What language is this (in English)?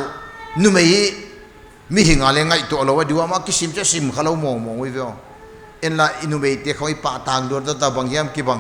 Paite Chin